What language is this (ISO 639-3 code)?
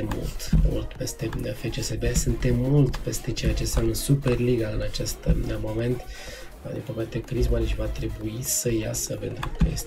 ron